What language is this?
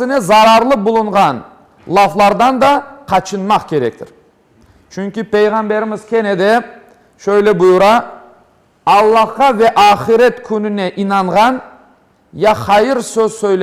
Crimean Tatar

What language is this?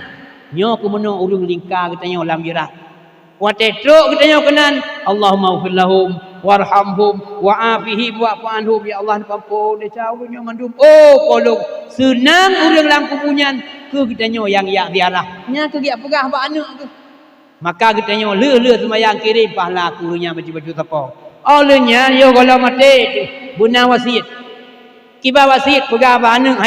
Achinese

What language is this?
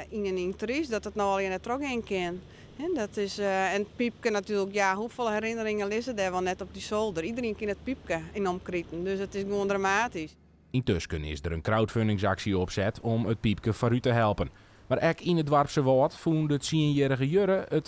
Western Frisian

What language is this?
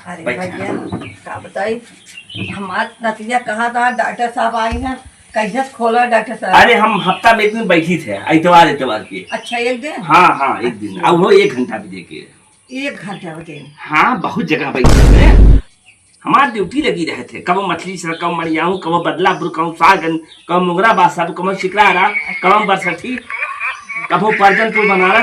Awadhi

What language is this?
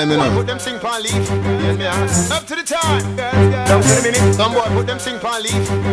Jamaican Creole English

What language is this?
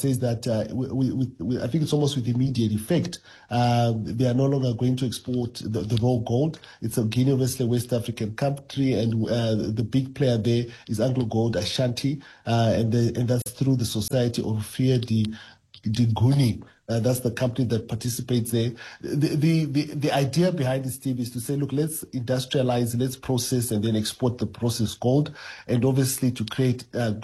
English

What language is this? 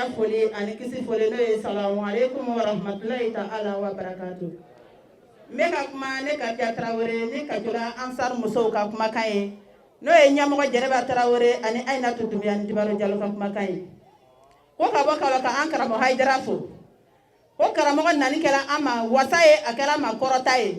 Bambara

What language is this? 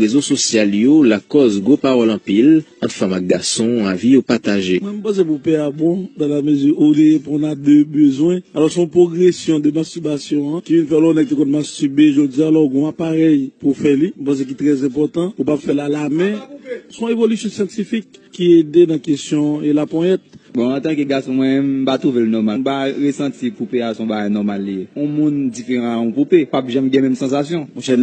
Haitian Creole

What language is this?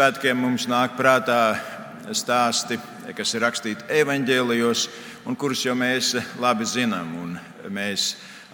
Latvian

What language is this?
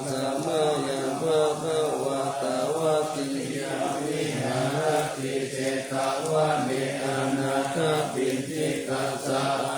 Pali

